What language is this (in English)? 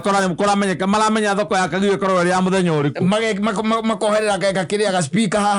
Kikuyu